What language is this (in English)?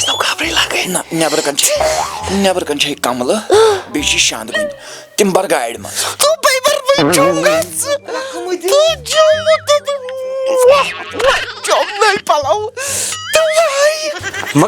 Kashmiri